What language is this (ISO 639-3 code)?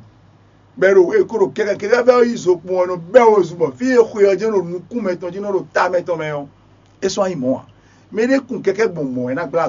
fon